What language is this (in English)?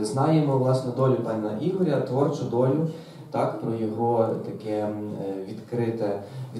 Ukrainian